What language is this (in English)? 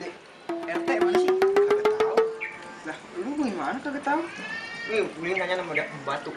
Betawi